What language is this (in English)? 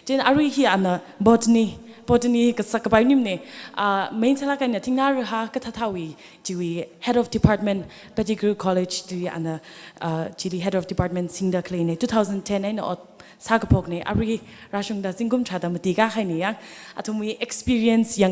Tangkhul Naga (India)